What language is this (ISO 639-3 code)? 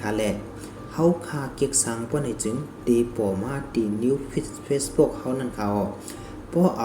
shn